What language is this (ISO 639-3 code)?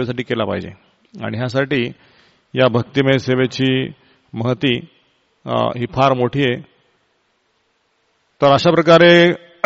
mar